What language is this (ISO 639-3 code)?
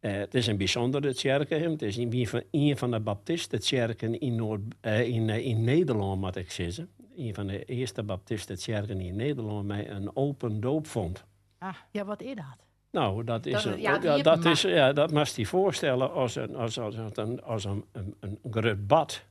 fry